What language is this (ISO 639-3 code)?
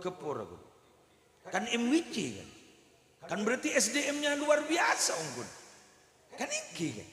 mad